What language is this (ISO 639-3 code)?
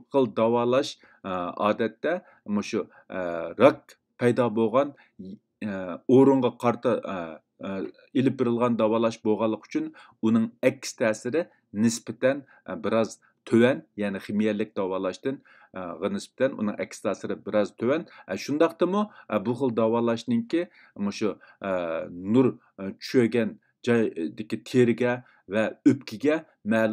uig